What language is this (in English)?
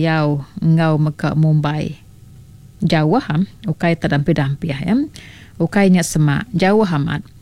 Iban